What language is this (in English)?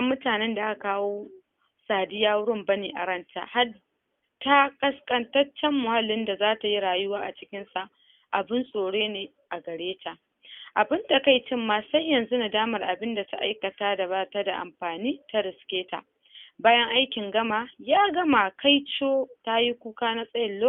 Hausa